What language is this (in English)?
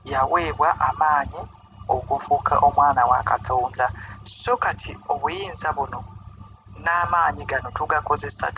Ganda